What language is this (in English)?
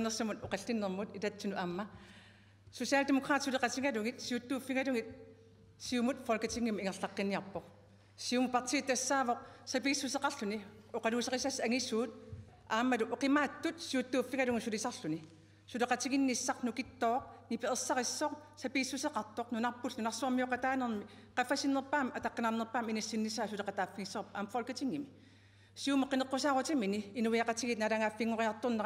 Kalaallisut